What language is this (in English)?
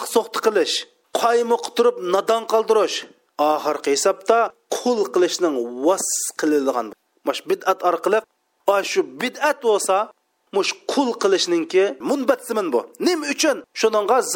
Uyghur